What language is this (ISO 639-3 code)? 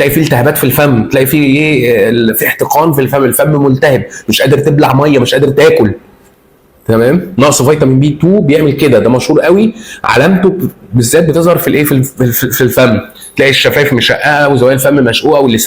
arz